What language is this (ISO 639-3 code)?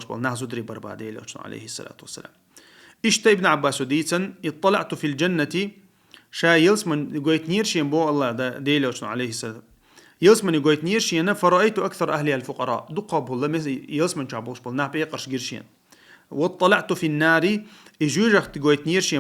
che